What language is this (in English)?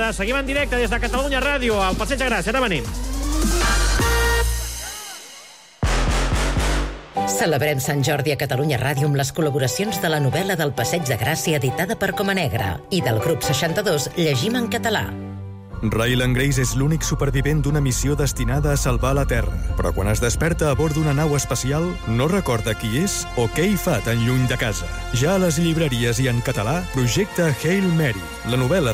Catalan